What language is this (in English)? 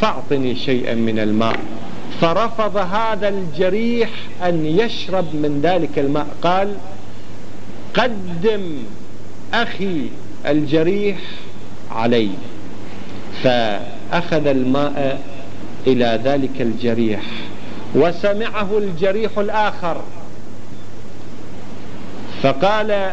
Arabic